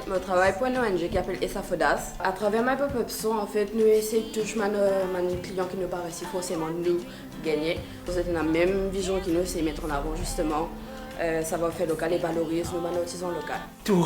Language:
Morisyen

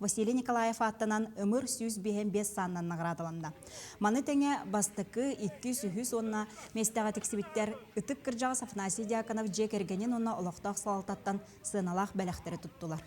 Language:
Yakut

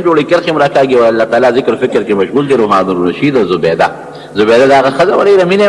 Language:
Pashto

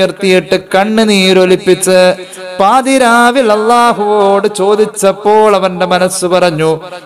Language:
Malayalam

